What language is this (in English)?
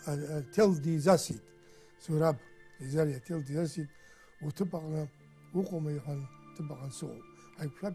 Abkhazian